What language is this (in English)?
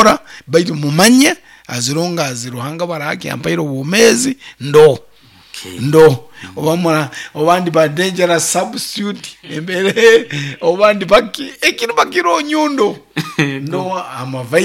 Nyoro